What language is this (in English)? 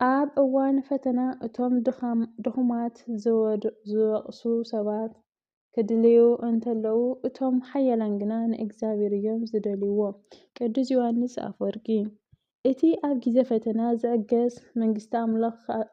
Tigrinya